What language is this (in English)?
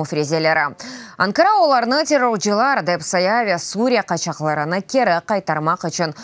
Crimean Tatar